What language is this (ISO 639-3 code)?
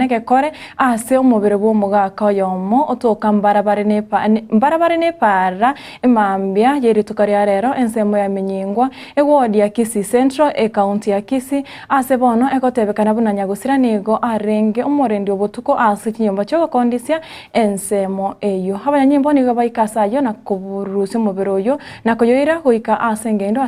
guz